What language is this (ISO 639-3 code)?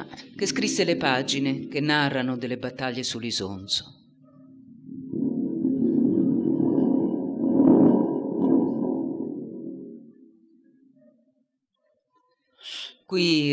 ita